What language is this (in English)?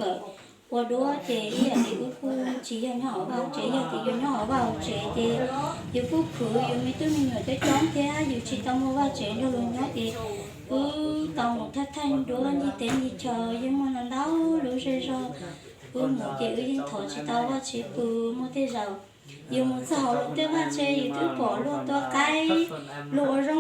Hmong